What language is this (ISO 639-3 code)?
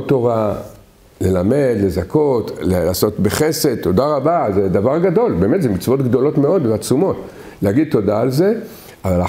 heb